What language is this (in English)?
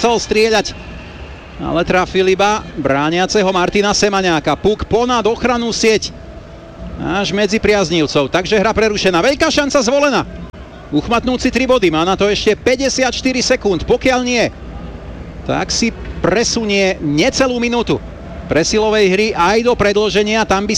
Slovak